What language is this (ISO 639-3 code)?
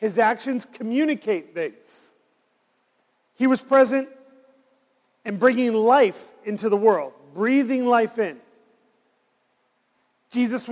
eng